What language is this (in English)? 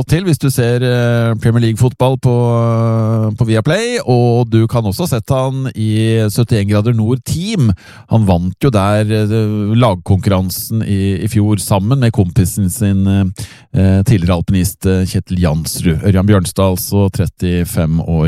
Norwegian